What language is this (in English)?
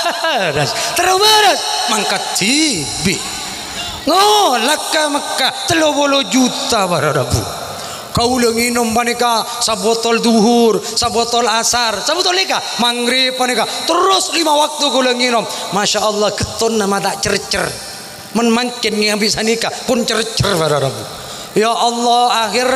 Madurese